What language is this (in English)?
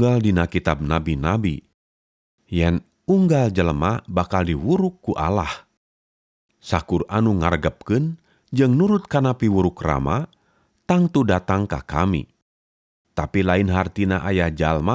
Sundanese